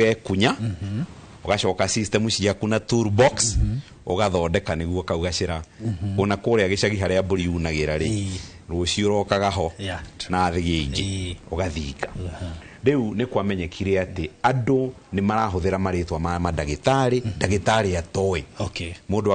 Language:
Kikuyu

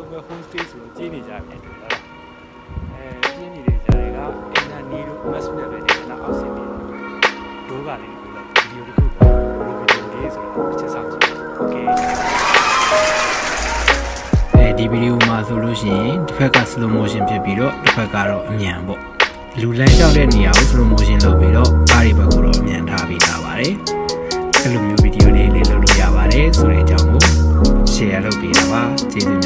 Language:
Burmese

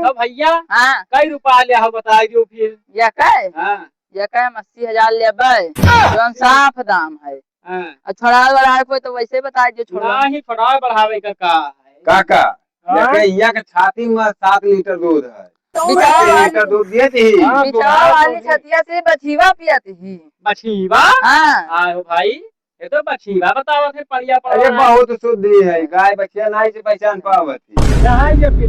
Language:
Awadhi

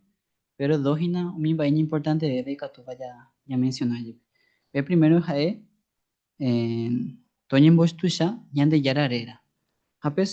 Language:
Guarani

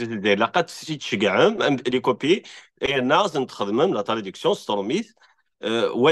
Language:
Kabyle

